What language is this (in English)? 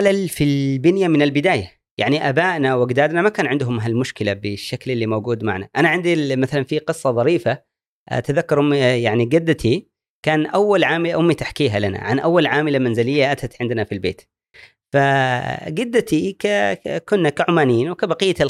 Gulf Arabic